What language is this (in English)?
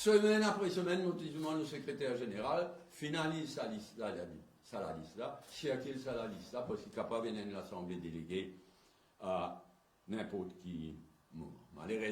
Morisyen